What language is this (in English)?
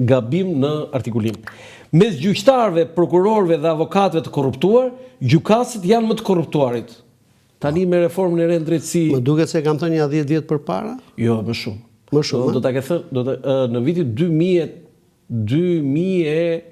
Albanian